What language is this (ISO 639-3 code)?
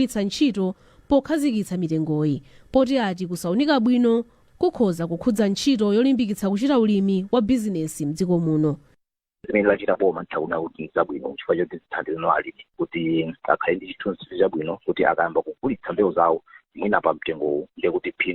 nya